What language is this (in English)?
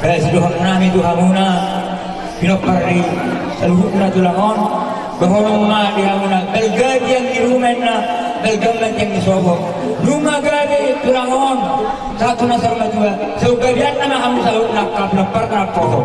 Batak Toba